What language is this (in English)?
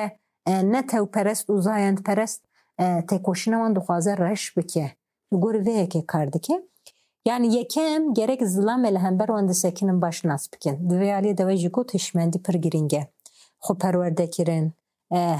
Kurdish